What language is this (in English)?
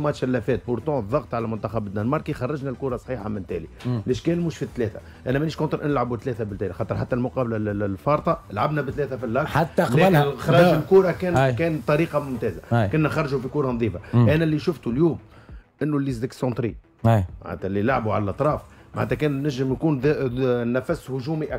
Tunisian Arabic